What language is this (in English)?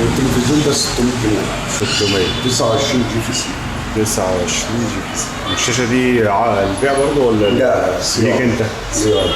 Egyptian Arabic